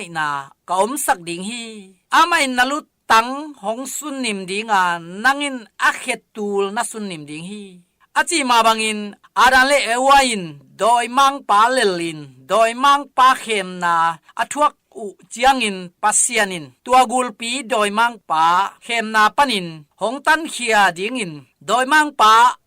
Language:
Tedim Chin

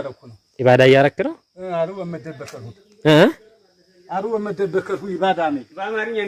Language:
Amharic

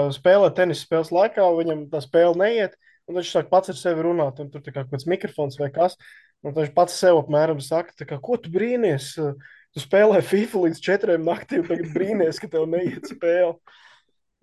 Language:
Latvian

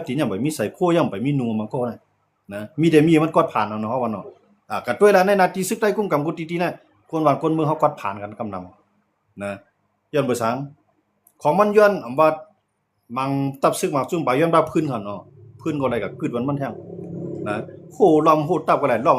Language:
Shan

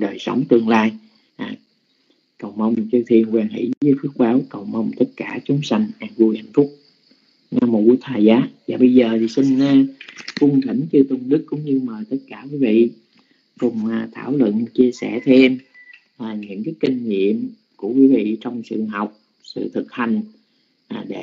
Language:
Vietnamese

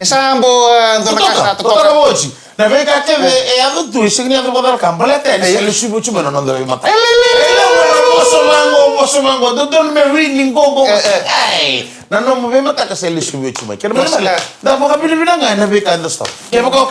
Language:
Fijian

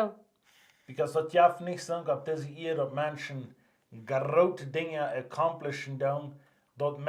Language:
Plautdietsch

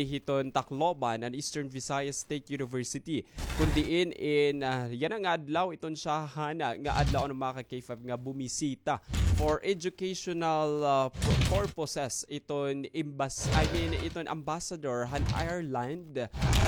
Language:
Waray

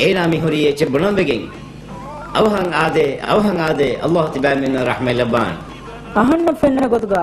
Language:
Divehi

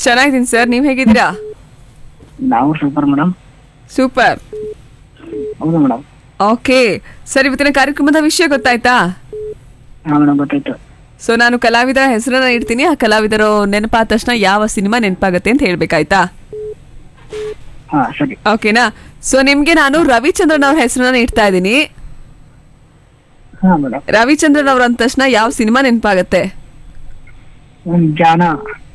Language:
Kannada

